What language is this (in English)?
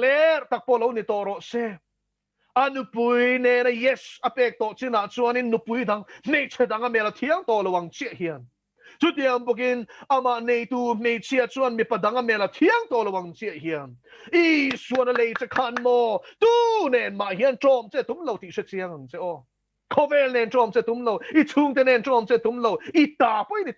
Mizo